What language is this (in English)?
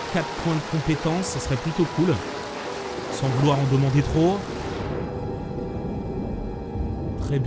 French